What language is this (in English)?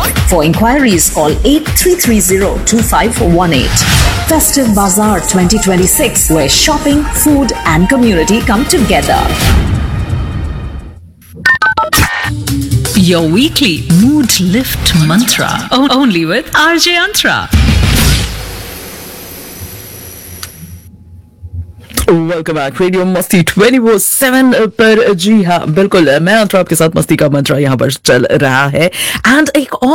Hindi